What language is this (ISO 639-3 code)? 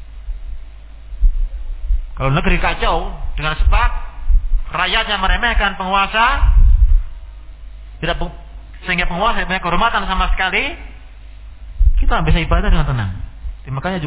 ind